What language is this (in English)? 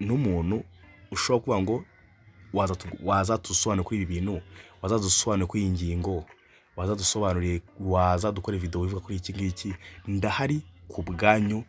Kinyarwanda